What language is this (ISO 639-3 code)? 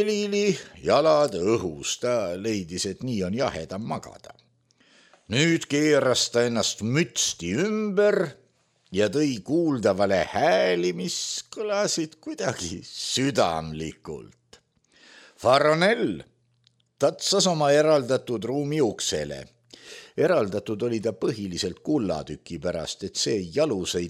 est